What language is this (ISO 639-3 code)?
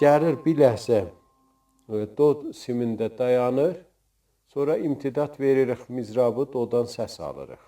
azb